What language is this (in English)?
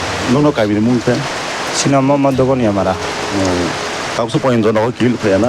Kok Borok